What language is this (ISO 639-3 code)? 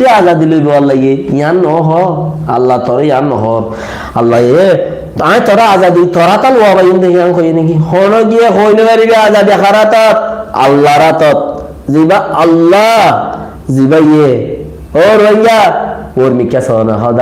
rhg